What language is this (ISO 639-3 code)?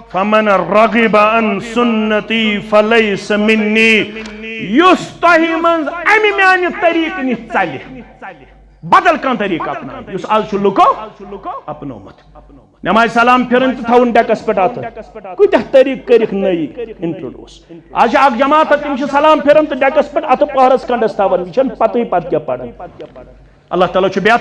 kas